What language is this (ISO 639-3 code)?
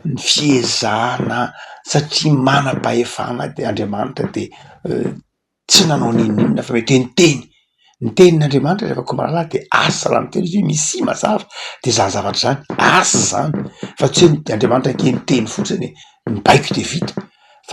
mlg